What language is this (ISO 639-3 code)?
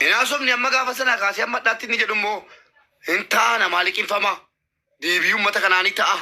orm